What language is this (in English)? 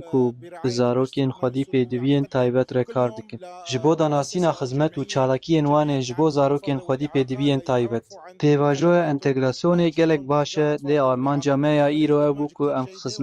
Kurdish